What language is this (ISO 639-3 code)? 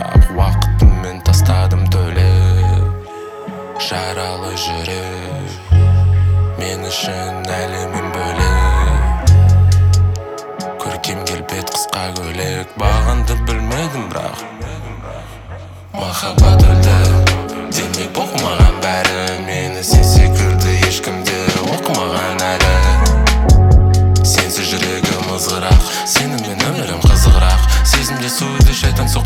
kaz